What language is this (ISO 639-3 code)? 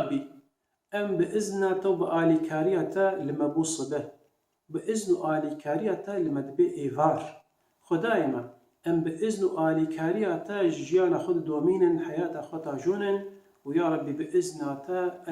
kur